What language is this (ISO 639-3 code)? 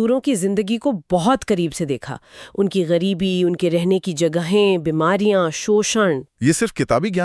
hin